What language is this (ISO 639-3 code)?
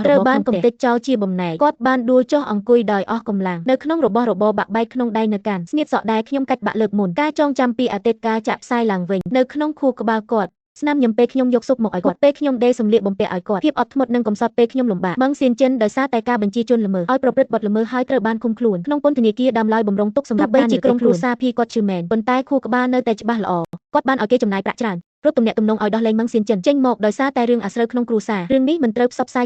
khm